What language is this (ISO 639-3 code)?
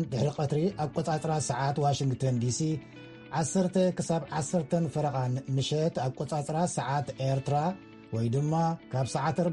tir